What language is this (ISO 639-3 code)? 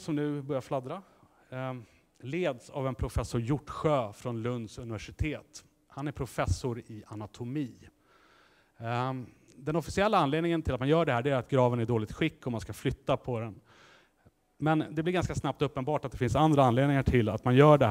swe